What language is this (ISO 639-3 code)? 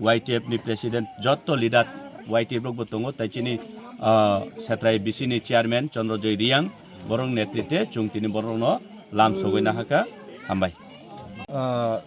trp